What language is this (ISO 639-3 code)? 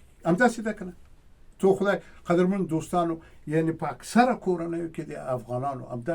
pus